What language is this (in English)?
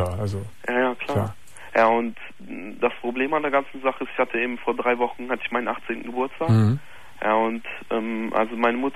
German